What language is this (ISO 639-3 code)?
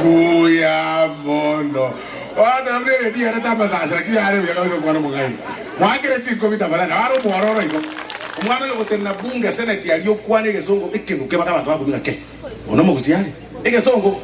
guz